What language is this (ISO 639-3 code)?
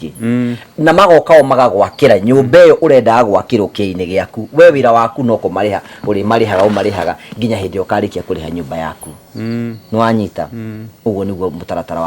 kik